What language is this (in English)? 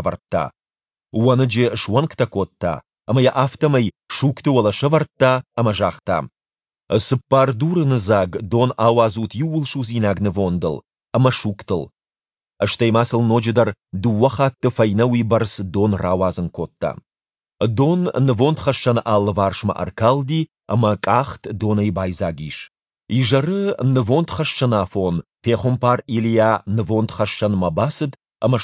Ossetic